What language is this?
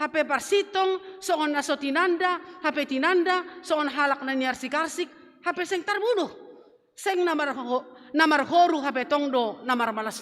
Batak Simalungun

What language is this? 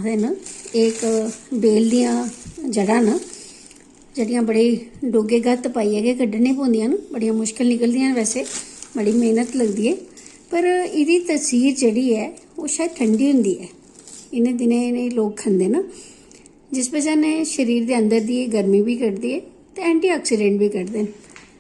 Dogri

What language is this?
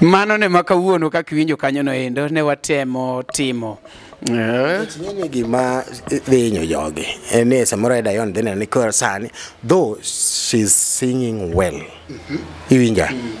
Luo (Kenya and Tanzania)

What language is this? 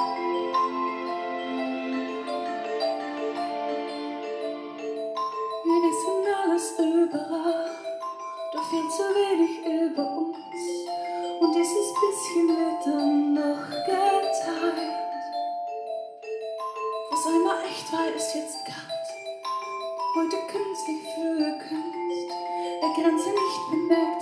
German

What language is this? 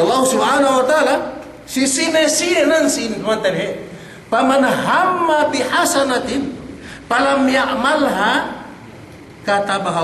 Yakan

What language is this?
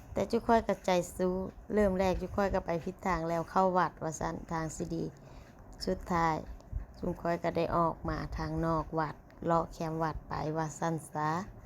Lao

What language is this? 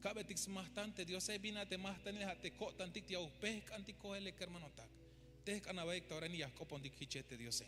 Tzeltal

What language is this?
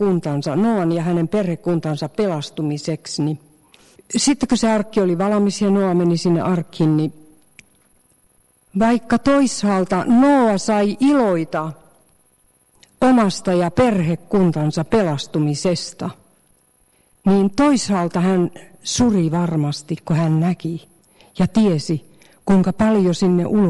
Finnish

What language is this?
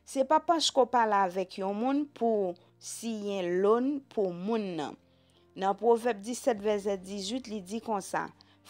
Haitian Creole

